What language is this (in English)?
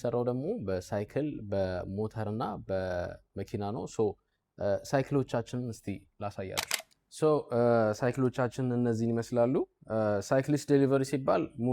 Amharic